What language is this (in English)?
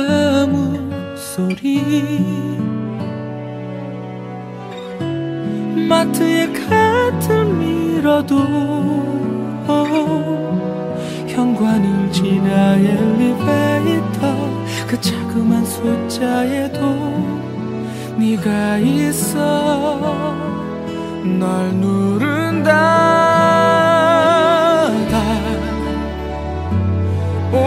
Korean